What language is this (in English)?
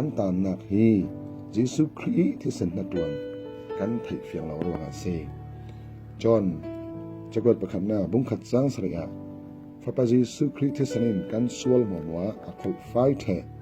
Falam Chin